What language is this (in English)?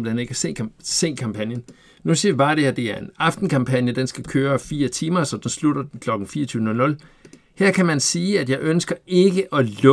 Danish